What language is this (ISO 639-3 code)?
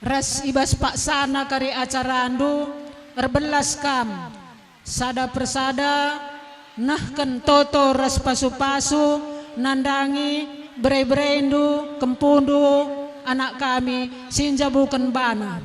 btx